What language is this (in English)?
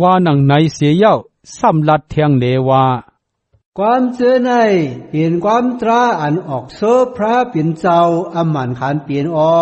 Shan